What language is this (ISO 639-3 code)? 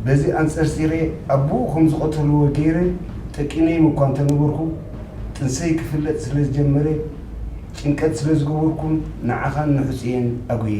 tir